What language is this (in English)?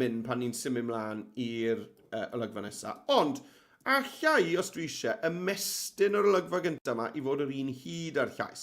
Welsh